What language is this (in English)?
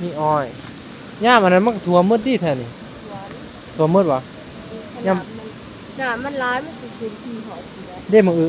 Northeastern Thai